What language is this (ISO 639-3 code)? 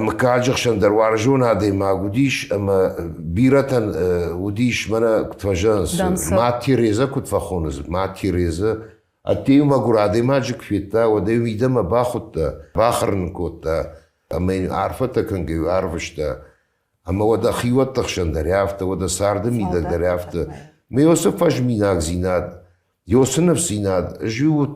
oss